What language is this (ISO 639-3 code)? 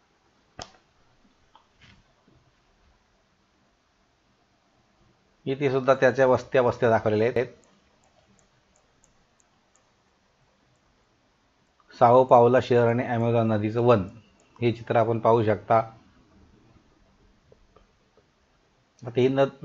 mar